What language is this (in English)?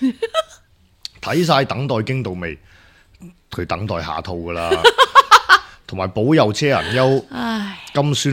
Cantonese